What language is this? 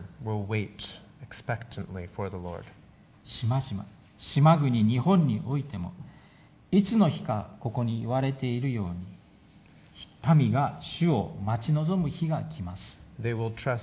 Japanese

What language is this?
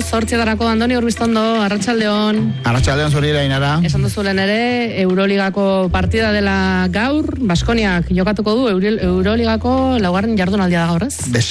Basque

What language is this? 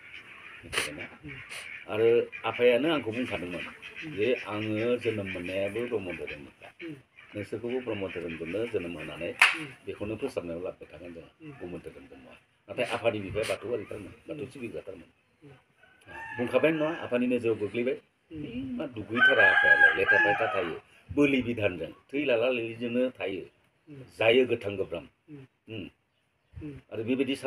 Bodo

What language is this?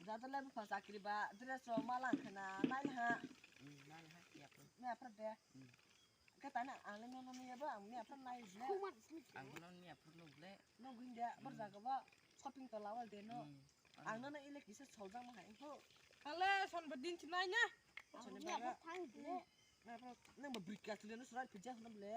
Kok Borok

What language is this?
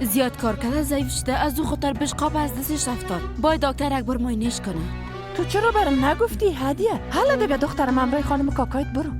Persian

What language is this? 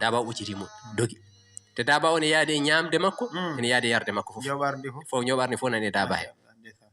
Fula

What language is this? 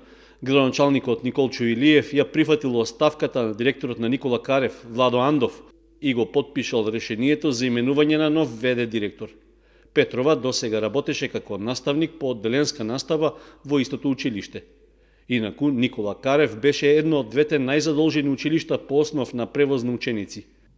Macedonian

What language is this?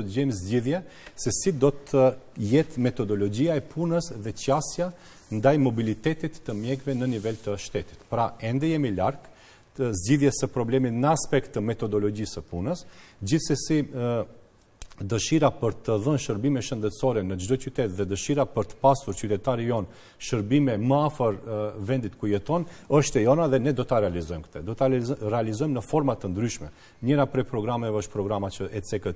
Albanian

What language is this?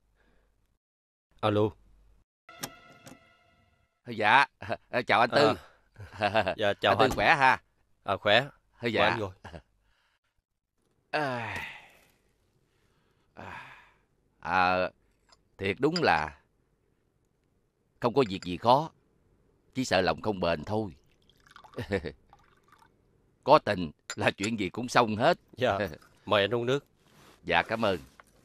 Vietnamese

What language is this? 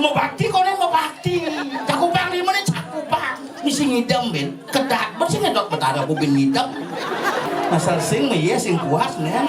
Balinese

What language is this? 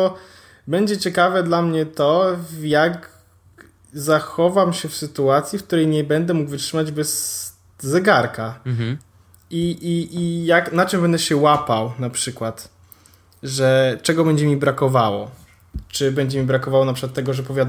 Polish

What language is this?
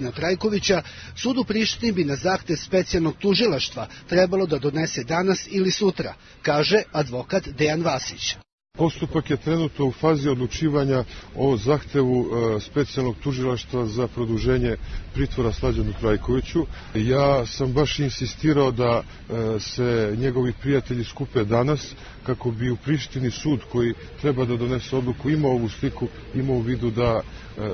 Serbian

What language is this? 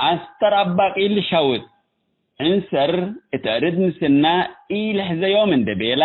Tigre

